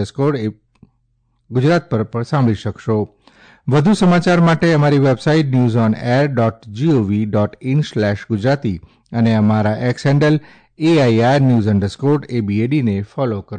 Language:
Gujarati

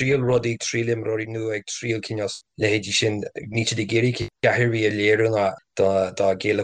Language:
Irish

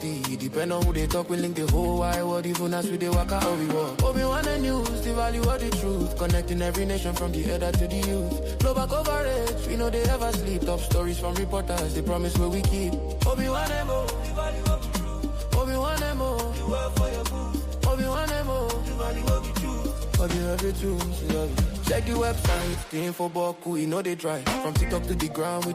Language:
Igbo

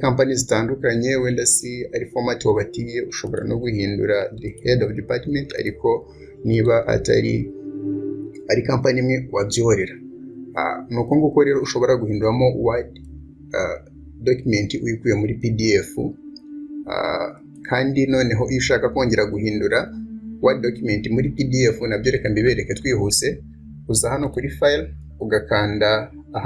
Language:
Kinyarwanda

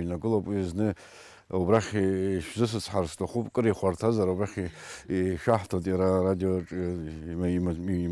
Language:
Abkhazian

